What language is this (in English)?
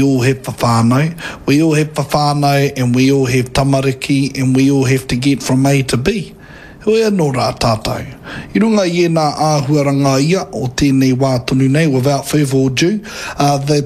Māori